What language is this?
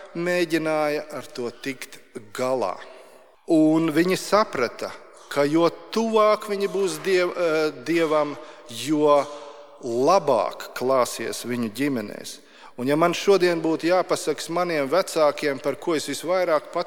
Latvian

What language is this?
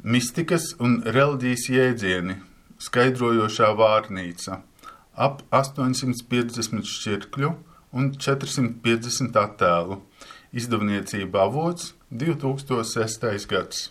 Latvian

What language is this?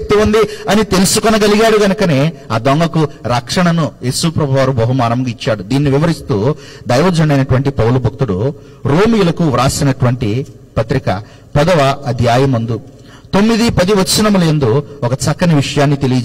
Telugu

